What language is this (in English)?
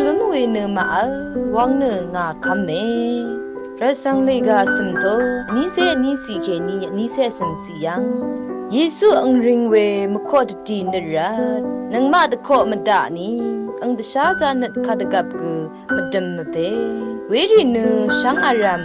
Rawang